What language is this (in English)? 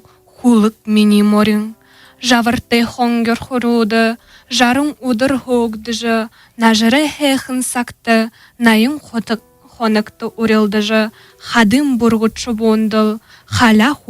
Buriat